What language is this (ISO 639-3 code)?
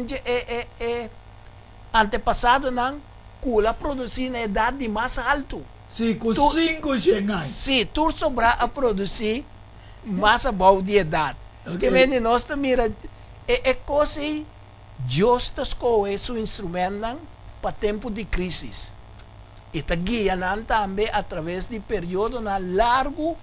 pap